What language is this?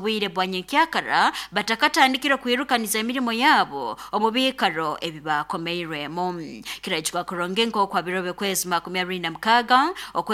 Nyankole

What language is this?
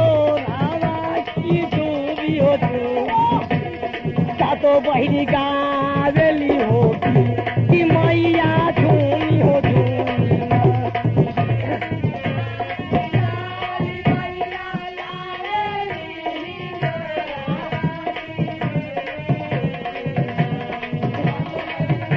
Bhojpuri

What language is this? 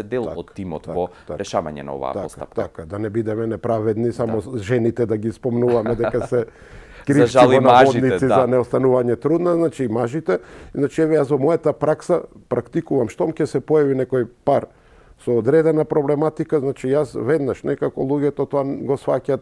Macedonian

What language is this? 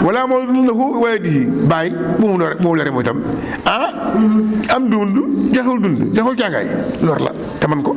Wolof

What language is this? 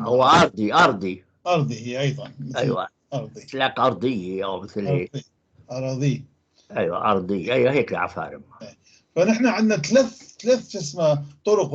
North Levantine Arabic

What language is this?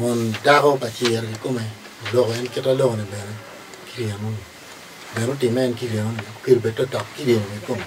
Acoli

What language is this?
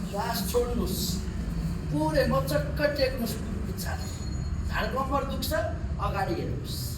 Nepali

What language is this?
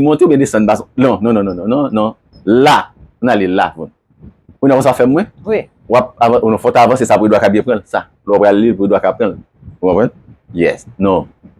Haitian Creole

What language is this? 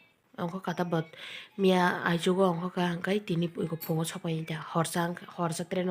Kok Borok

